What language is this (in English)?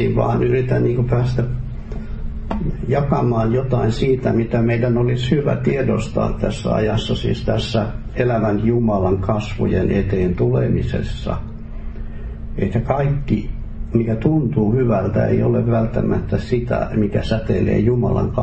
Finnish